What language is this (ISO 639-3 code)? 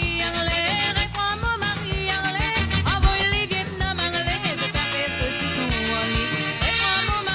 mfe